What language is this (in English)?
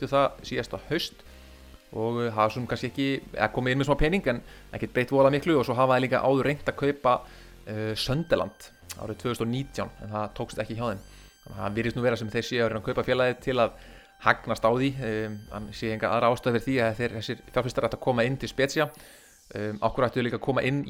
Icelandic